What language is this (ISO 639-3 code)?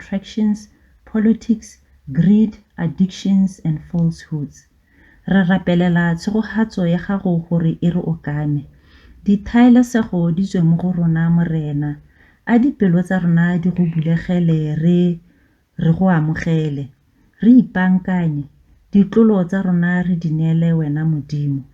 tsn